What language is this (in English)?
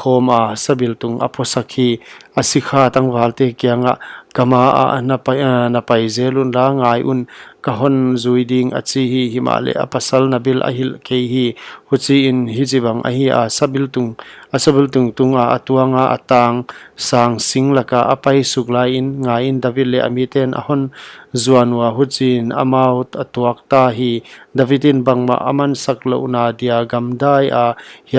Paite Chin